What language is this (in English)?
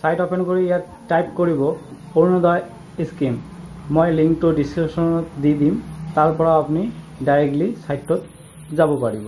Assamese